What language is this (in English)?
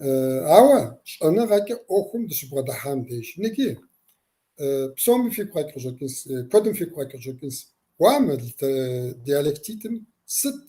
Kabardian